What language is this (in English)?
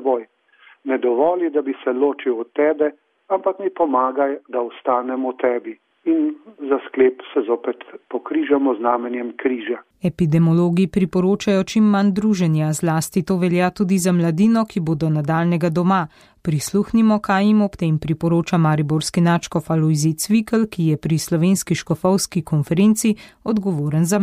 Slovenian